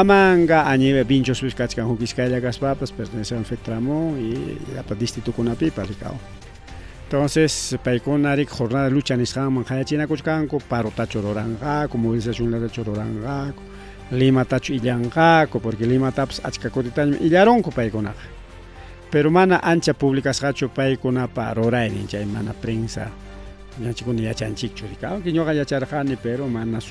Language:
Ayacucho Quechua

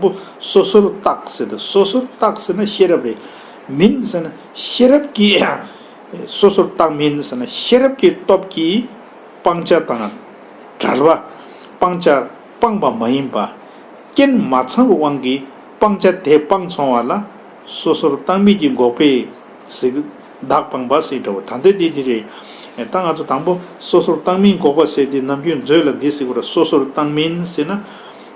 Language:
Tibetan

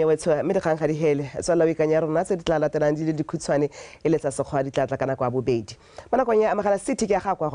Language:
Tswana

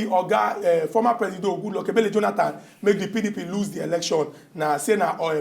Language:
Nigerian Pidgin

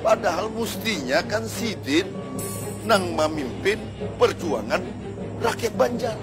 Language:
Banjar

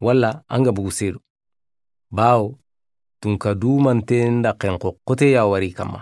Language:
Soninke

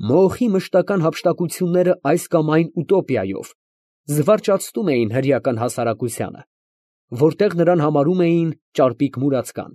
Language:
Armenian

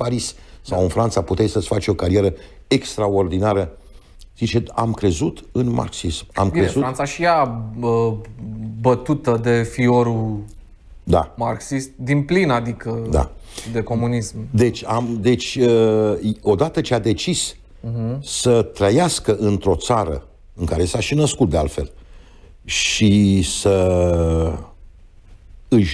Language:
Romanian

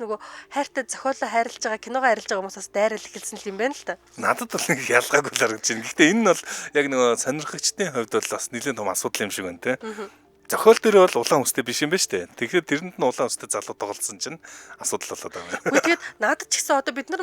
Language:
Mongolian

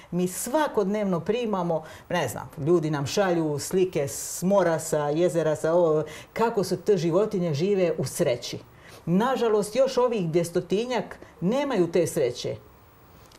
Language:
Croatian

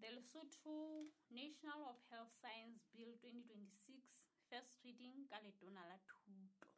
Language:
Southern Sotho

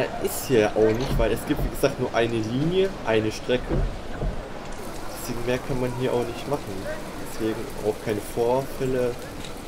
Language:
German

